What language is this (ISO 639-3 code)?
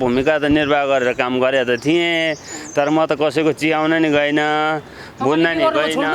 nep